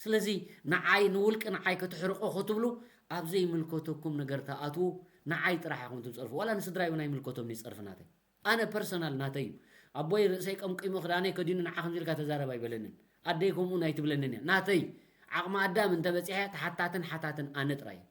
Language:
Tigrinya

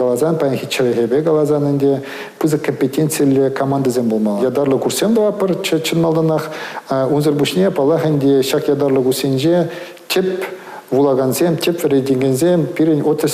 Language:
Chuvash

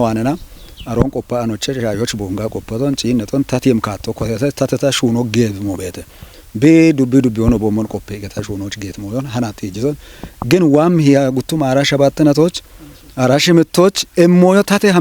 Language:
Kafa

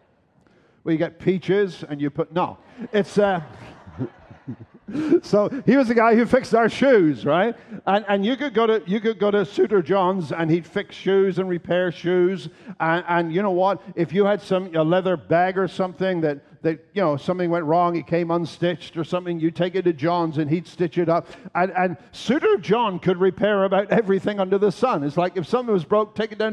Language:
English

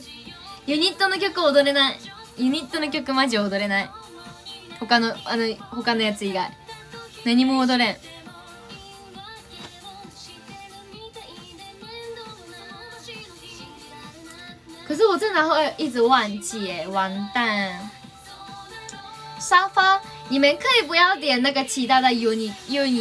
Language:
Chinese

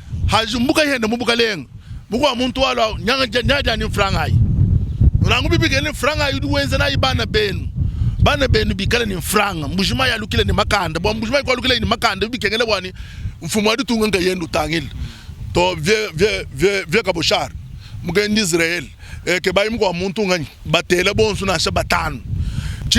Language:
Luba-Lulua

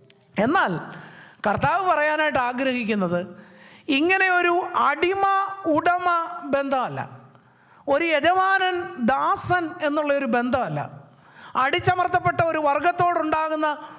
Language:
Malayalam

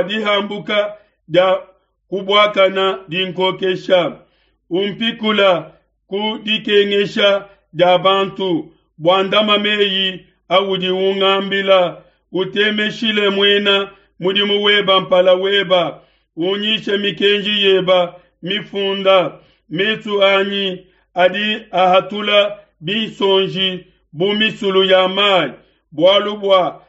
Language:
Luba-Lulua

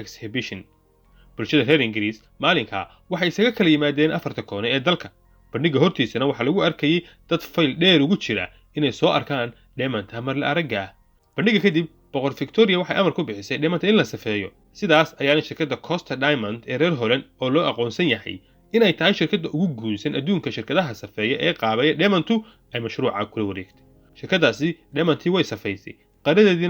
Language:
Somali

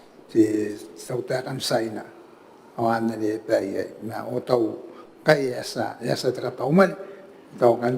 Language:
Gilbertese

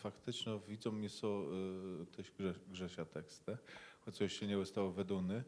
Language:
Kashubian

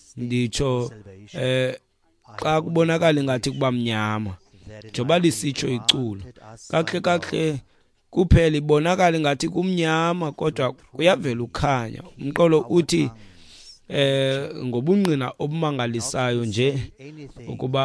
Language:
Xhosa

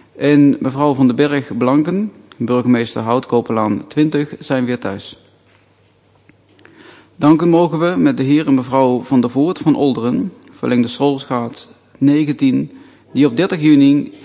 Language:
Dutch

